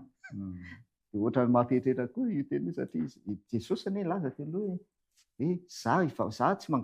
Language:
Malagasy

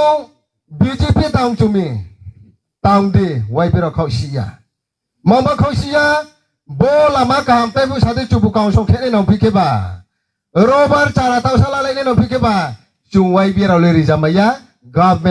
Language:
Riang (India)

